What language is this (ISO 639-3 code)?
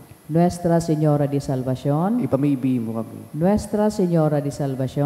bik